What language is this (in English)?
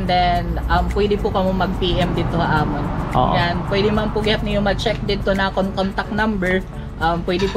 Waray